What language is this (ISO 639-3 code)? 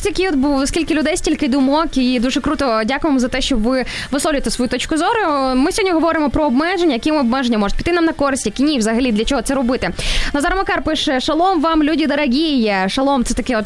ukr